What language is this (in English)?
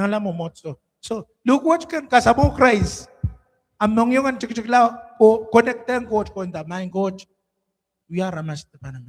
Pohnpeian